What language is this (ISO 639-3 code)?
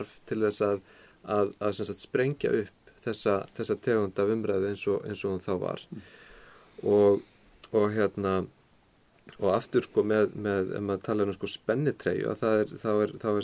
isl